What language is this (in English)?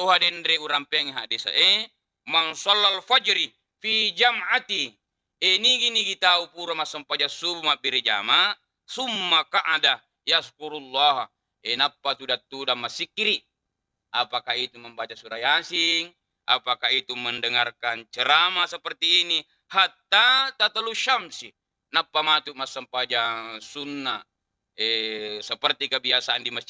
Buginese